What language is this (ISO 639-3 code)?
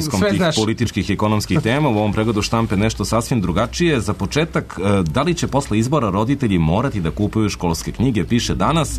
srp